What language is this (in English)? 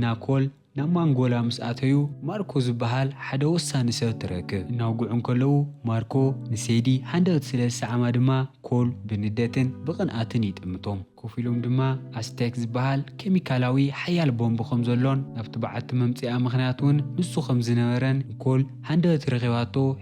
Tigrinya